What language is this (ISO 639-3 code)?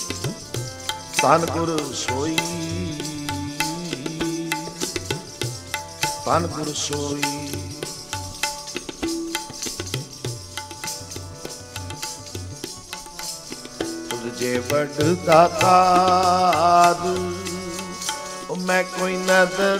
pan